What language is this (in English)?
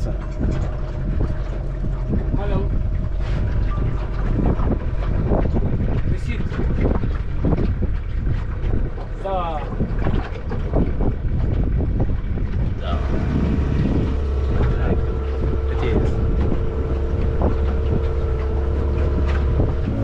Swahili